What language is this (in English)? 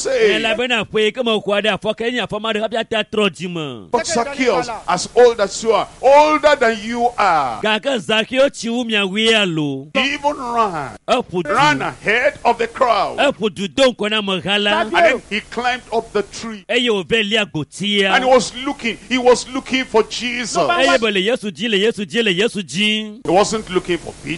Ewe